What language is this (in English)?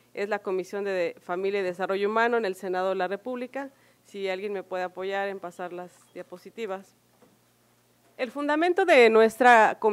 Spanish